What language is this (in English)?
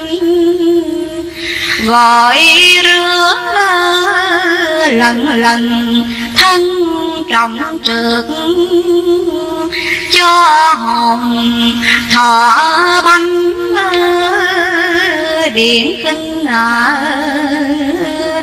Vietnamese